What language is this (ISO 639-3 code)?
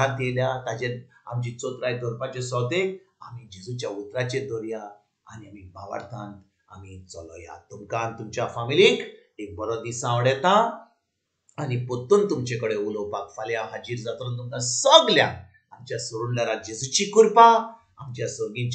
kok